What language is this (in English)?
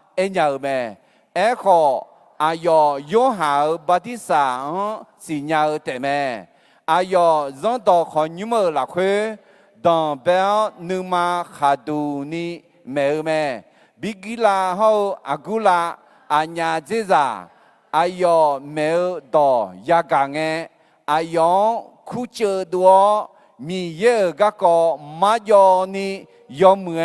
Akha